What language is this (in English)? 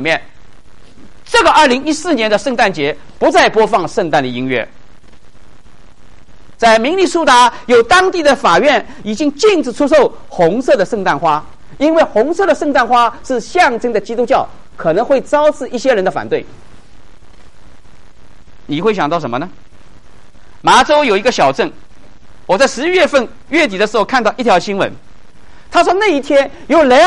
Chinese